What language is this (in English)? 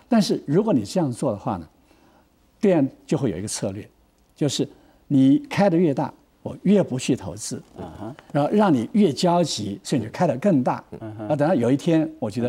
Chinese